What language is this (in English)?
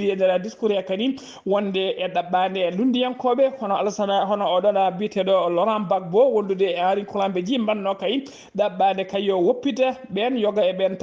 Fula